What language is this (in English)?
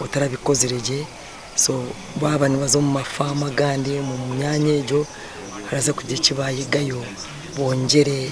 Nyankole